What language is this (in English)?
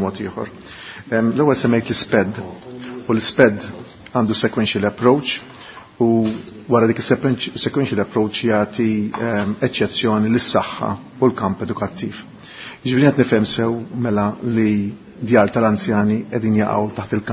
Maltese